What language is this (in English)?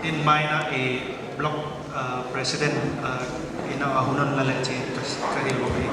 Paite Chin